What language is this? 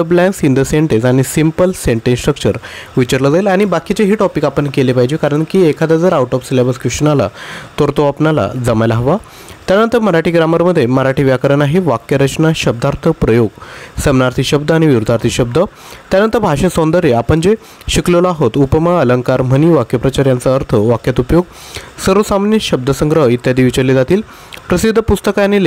Marathi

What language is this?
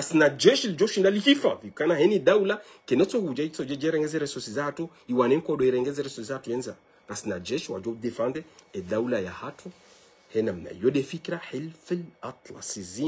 Ngazidja Comorian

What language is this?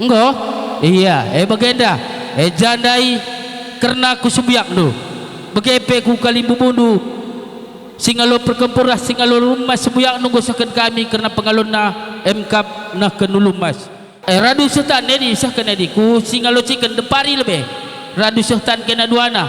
Batak Karo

